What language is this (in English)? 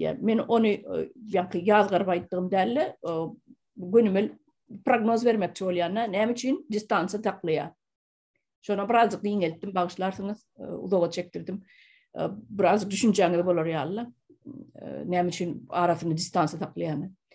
Turkmen